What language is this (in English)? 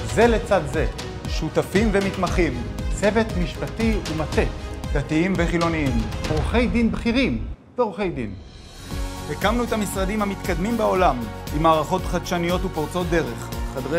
Hebrew